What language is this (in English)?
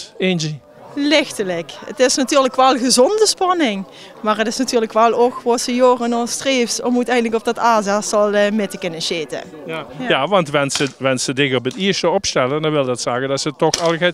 Limburgish